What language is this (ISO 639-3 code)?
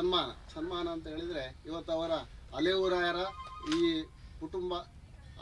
kan